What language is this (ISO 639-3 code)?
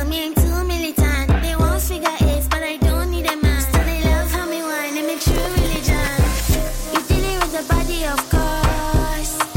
deu